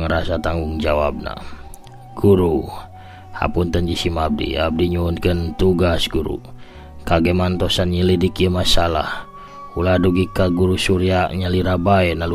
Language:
Sundanese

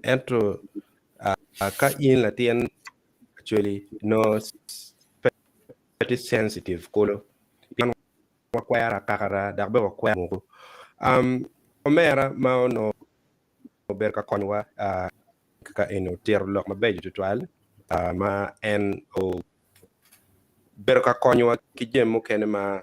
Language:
Acoli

